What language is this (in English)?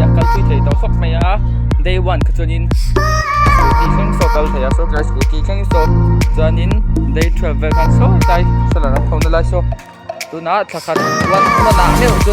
Mizo